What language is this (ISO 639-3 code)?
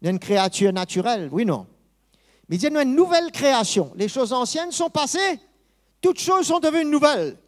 mfe